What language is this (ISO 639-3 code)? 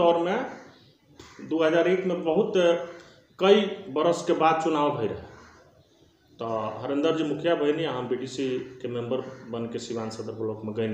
bho